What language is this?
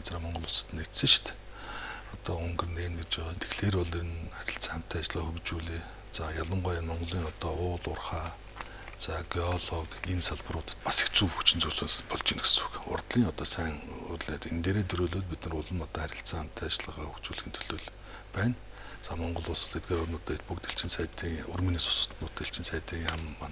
Mongolian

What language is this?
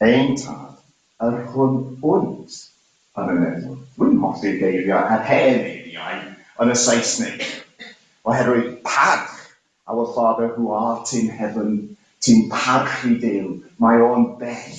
Welsh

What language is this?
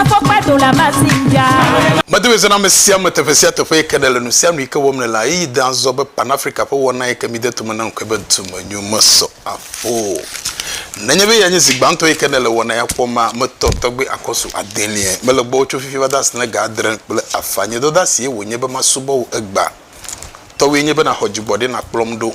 Ewe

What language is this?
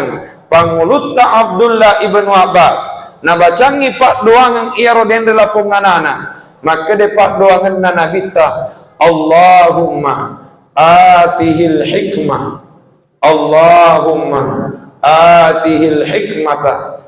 Buginese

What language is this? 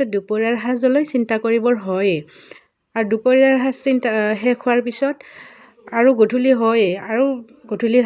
Assamese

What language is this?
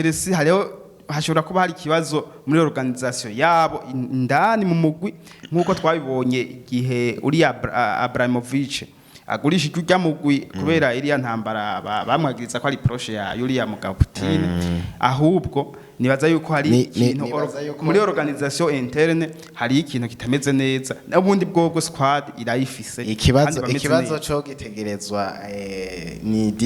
Rundi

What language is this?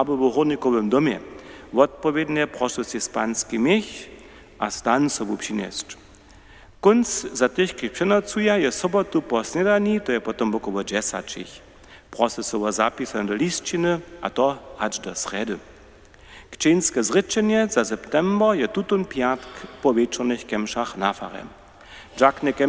Upper Sorbian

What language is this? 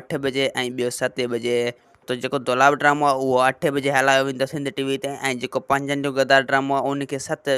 Sindhi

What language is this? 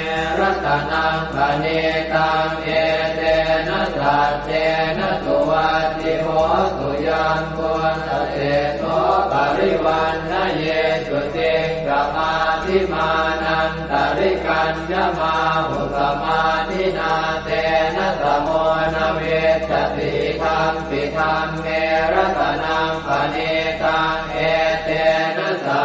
Pali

